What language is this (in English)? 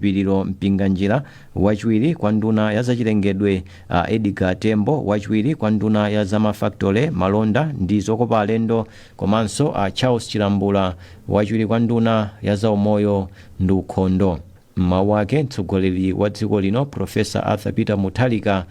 Nyanja